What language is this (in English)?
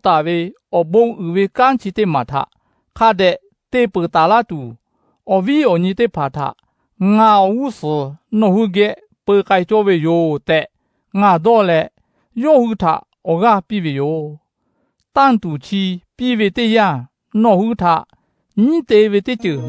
Lahu